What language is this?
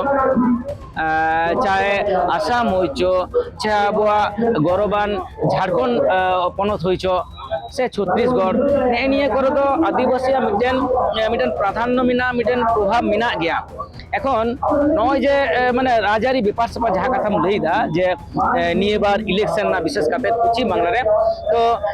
Santali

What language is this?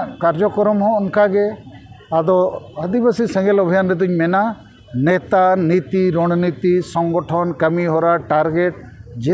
Santali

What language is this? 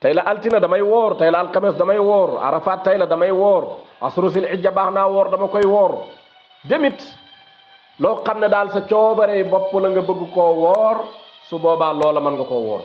Wolof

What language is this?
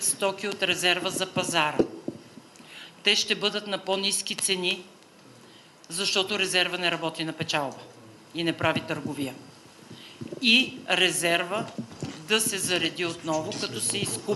Bulgarian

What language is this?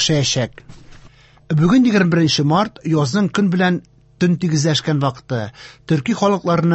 Tatar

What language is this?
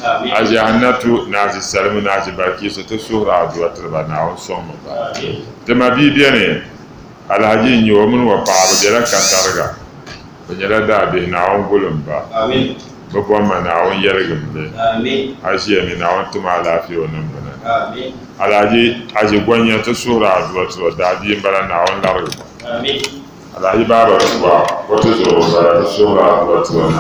Dagbani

